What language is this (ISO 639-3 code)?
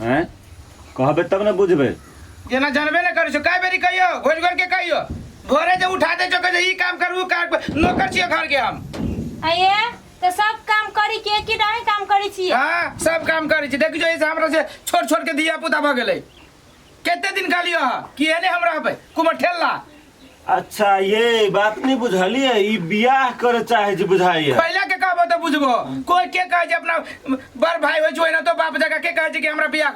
mai